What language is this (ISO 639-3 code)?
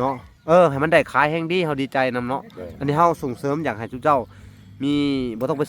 lao